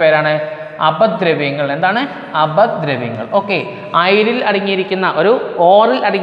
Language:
Malayalam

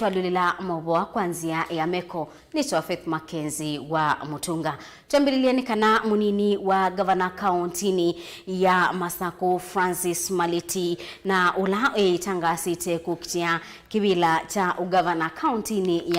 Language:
Kamba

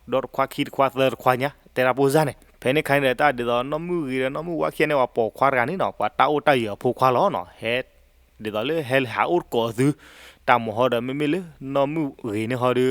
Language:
S'gaw Karen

